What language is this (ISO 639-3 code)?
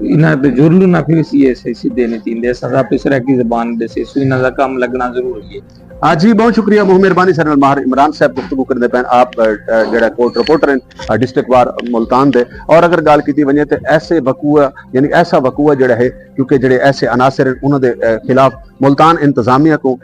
skr